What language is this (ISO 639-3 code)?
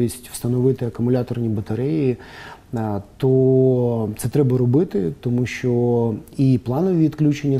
ukr